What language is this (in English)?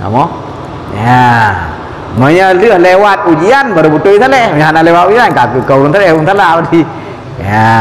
Achinese